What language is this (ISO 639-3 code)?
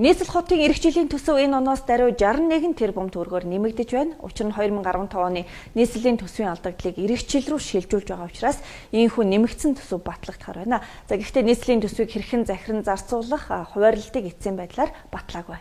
mon